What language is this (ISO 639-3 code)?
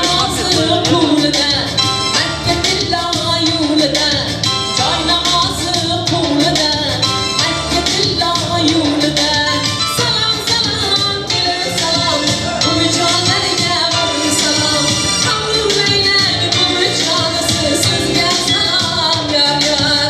tuk